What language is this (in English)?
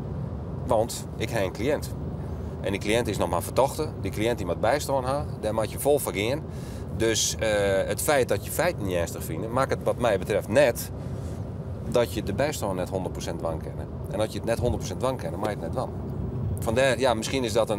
Western Frisian